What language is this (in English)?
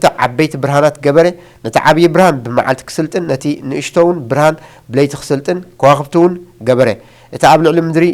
Tigrinya